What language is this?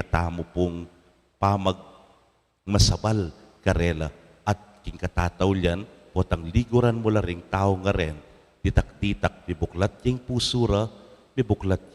Pampanga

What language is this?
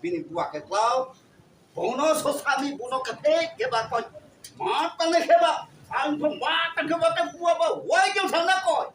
Riang (India)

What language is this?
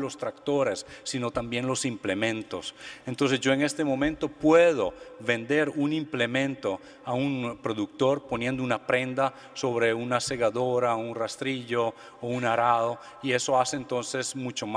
Spanish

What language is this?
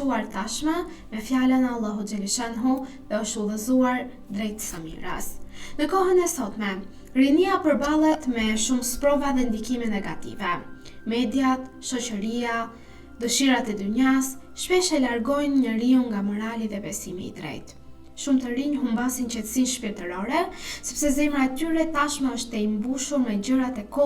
Albanian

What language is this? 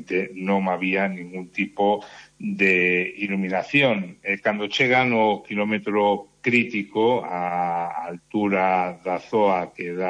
Galician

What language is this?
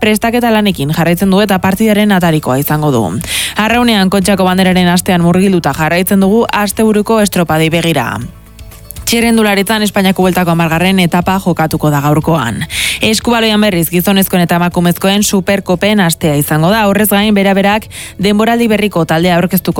Basque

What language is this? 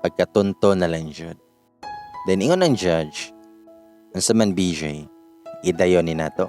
Cebuano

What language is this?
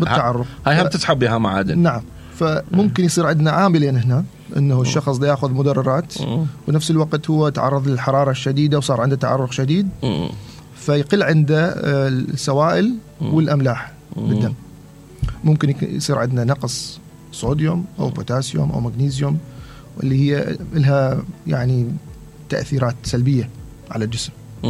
Mesopotamian Arabic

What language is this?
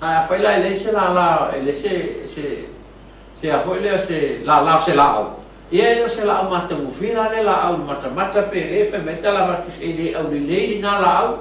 Samoan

